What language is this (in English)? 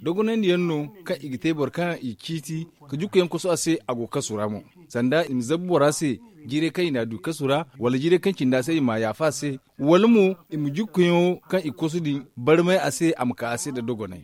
Zarma